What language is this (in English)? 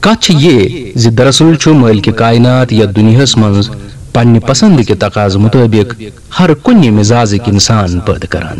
Kashmiri